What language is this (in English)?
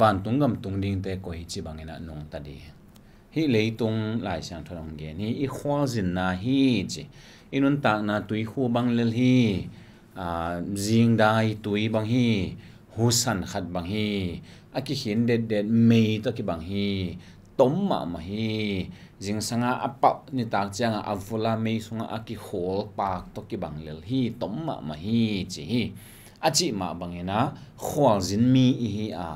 Tedim Chin